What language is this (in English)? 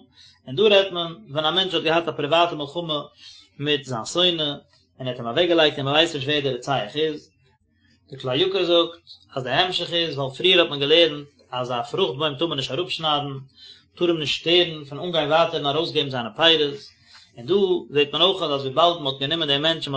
Yiddish